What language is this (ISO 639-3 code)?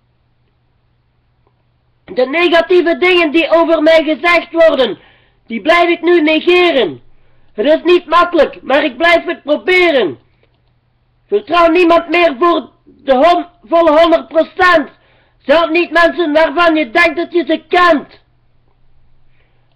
nld